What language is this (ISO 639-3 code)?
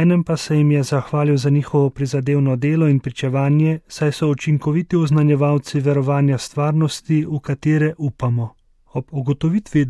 slv